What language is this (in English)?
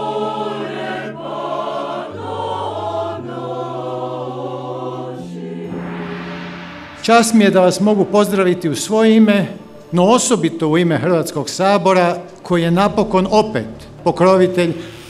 Croatian